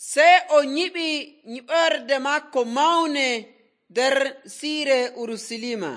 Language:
Nigerian Fulfulde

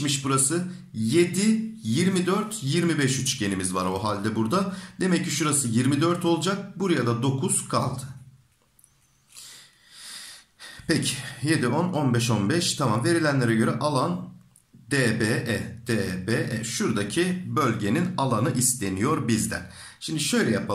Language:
Turkish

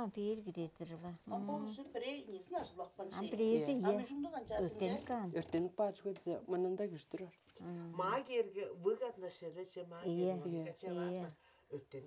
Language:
Tuvinian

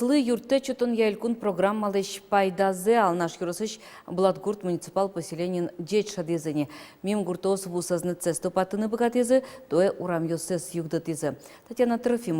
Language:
Udmurt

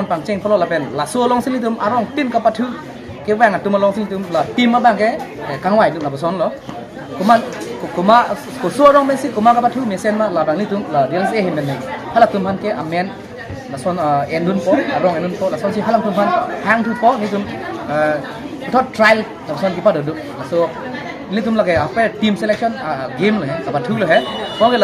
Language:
Karbi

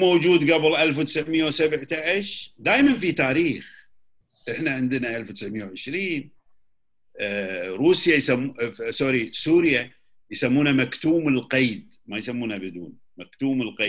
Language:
Gulf Arabic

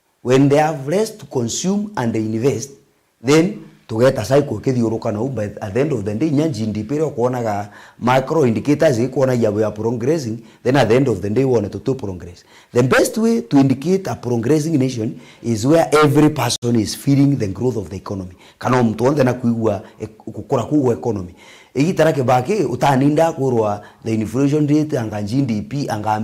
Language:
Meru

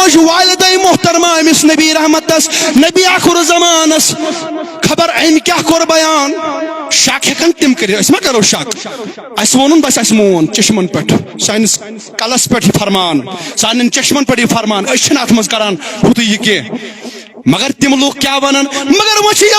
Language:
Kashmiri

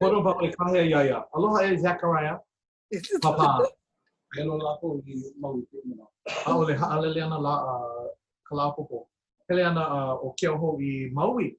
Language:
Hawaiian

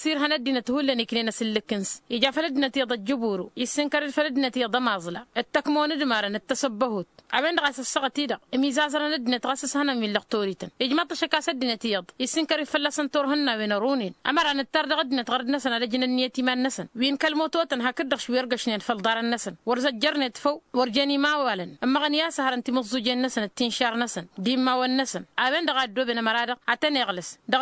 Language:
Tamasheq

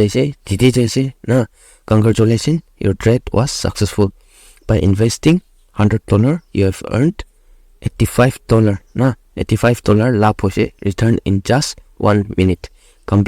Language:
Naga Pidgin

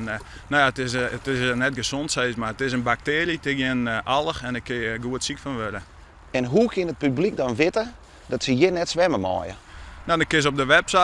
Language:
Western Frisian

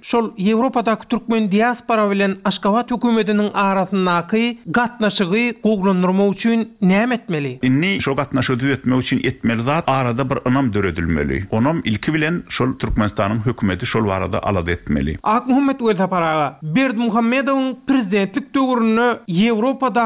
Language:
Turkmen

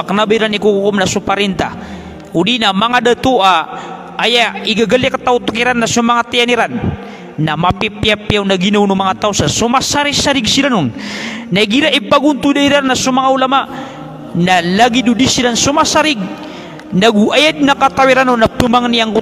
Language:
Maranao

